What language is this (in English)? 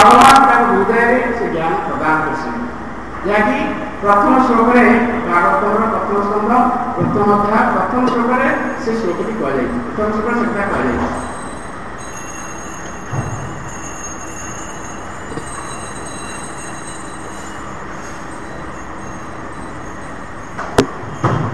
Odia